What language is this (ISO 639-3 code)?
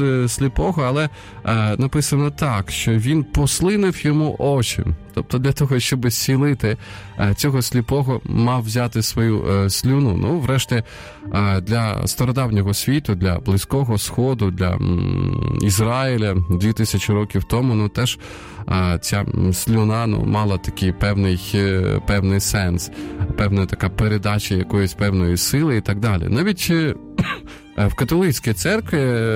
ukr